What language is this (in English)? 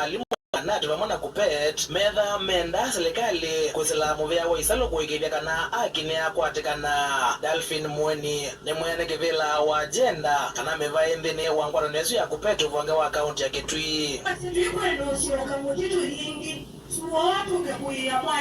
Kamba